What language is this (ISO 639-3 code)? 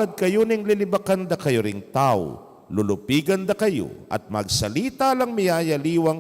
pam